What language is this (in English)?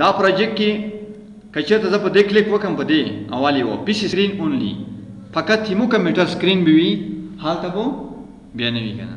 Pashto